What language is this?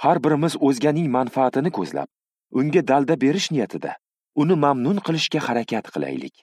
Uzbek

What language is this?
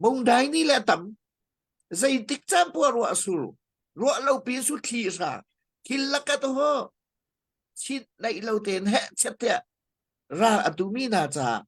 Hakha Chin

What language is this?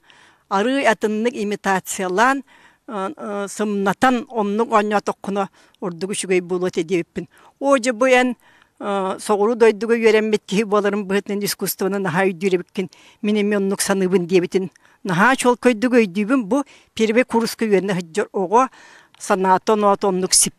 Yakut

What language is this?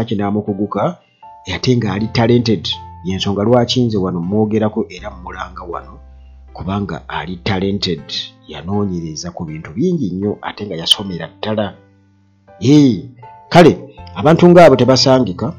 Ganda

